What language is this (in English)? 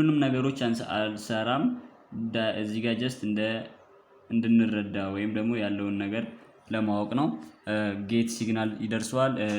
Amharic